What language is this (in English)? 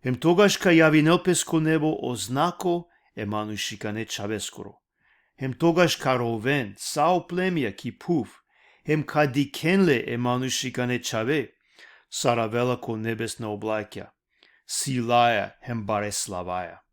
Balkan Romani